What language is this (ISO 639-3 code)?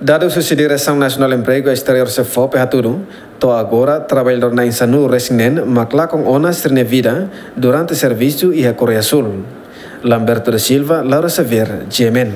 tet